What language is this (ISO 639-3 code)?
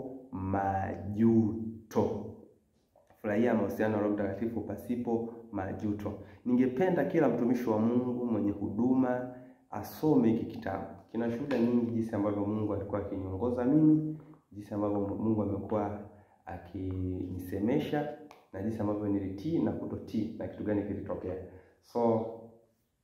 swa